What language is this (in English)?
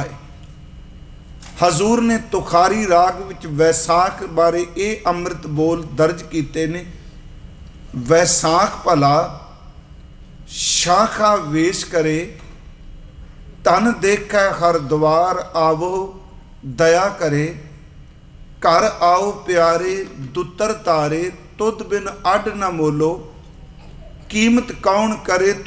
Punjabi